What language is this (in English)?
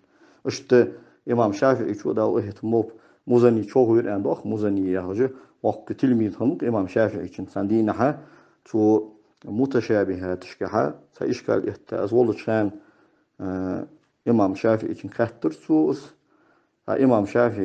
Ingush